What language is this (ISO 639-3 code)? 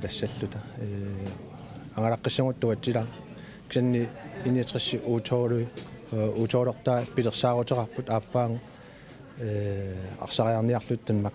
kal